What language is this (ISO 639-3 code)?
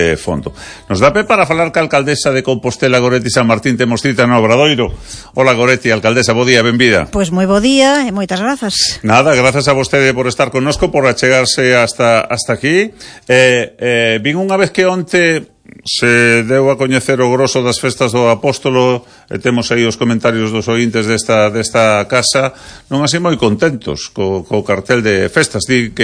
glg